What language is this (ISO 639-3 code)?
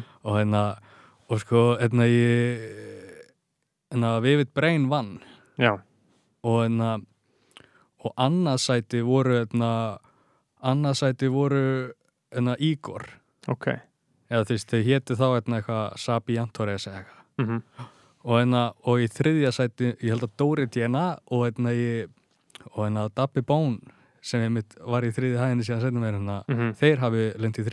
isl